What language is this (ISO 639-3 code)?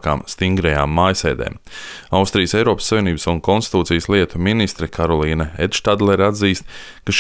lav